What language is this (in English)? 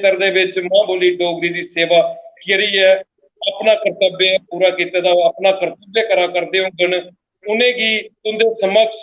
Dogri